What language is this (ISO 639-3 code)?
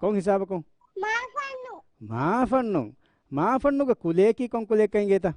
div